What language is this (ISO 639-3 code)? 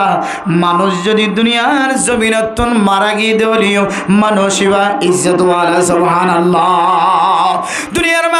rhg